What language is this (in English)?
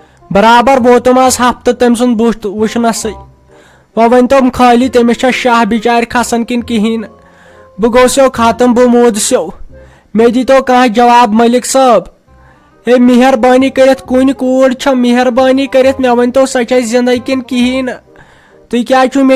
Kashmiri